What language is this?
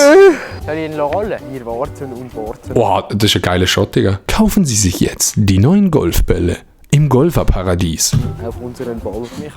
Swiss German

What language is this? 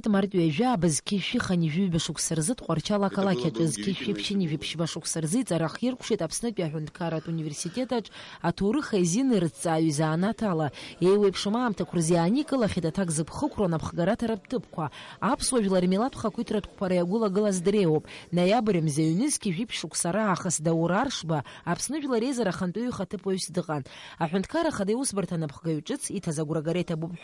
Abkhazian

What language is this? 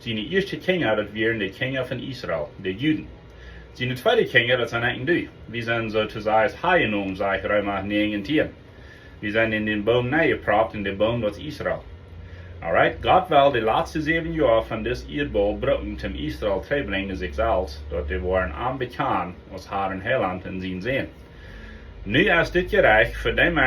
Plautdietsch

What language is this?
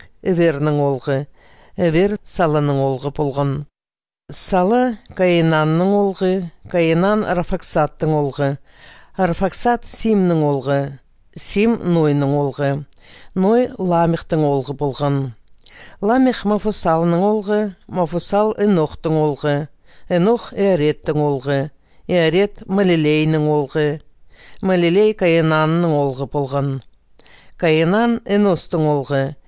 Khakas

